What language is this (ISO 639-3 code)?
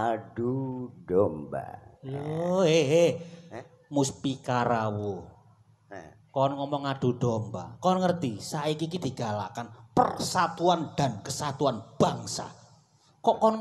jav